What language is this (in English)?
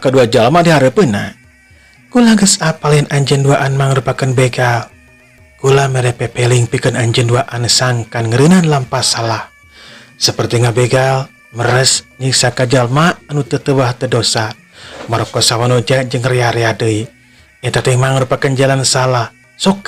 Sundanese